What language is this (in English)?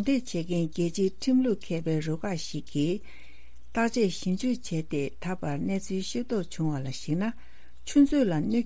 Tibetan